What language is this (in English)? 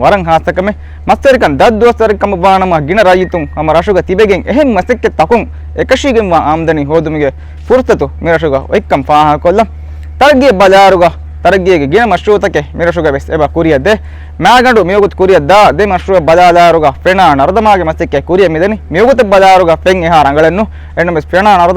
Divehi